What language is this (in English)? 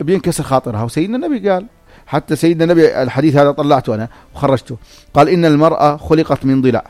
North Levantine Arabic